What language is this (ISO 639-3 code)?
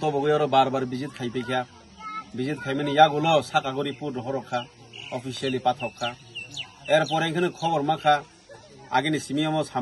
trp